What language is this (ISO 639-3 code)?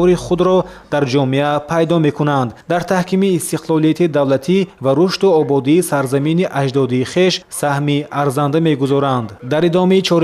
tgk